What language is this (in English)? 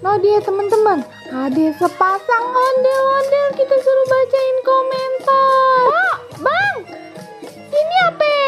Betawi